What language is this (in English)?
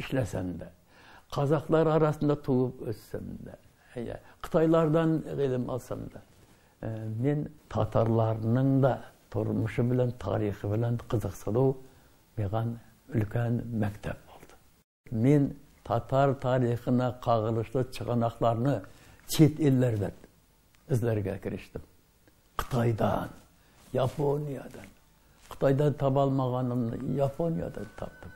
Tatar